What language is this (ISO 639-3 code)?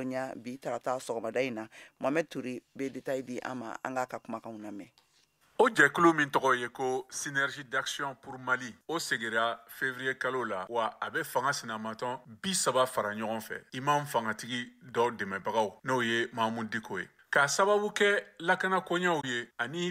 bam